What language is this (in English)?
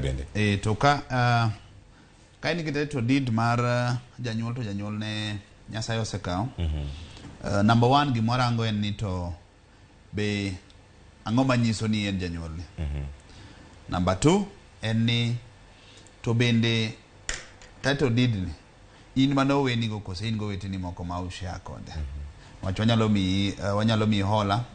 Luo (Kenya and Tanzania)